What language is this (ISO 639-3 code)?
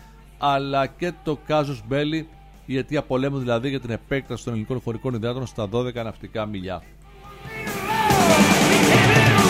ell